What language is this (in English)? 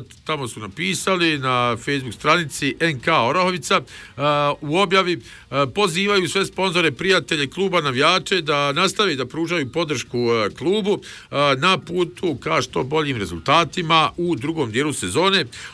Bosnian